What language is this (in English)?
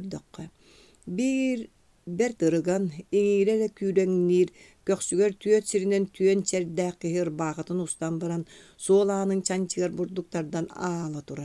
Yakut